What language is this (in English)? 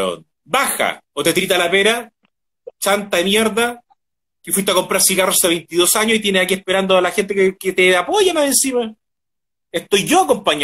Spanish